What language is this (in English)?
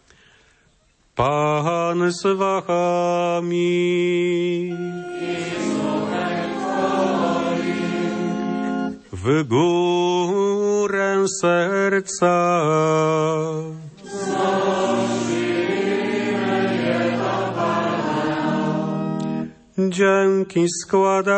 Polish